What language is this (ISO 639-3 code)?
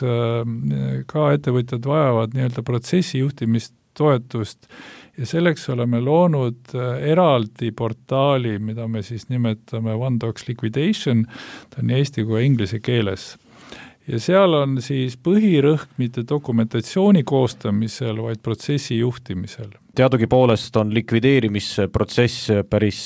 est